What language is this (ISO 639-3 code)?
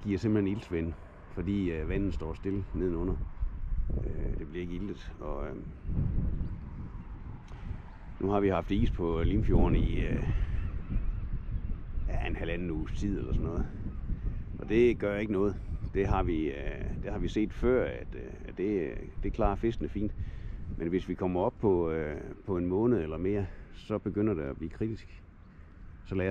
dan